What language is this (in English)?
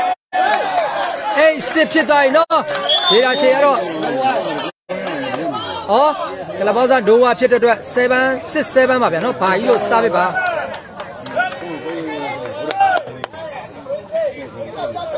Burmese